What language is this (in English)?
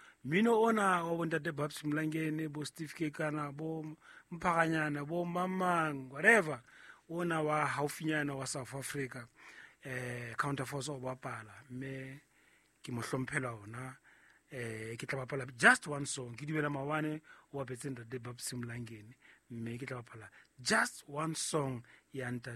Southern Sotho